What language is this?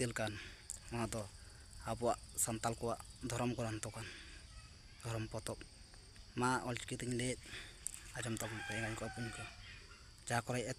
Santali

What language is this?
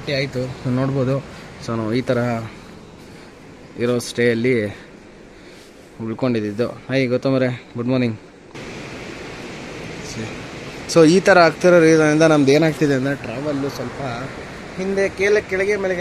Kannada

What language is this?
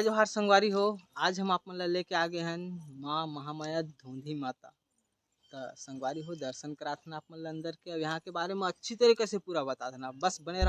Chhattisgarhi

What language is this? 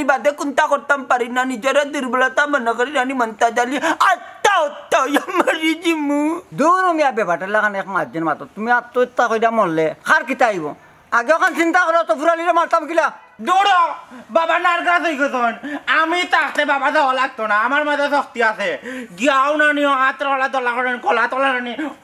Sylheti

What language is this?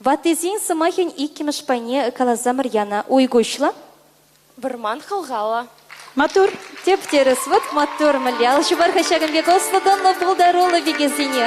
Chuvash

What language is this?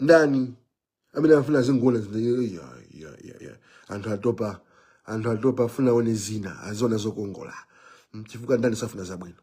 Nyanja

